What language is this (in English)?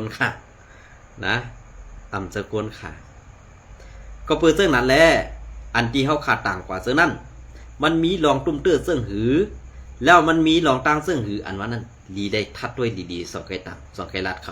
Shan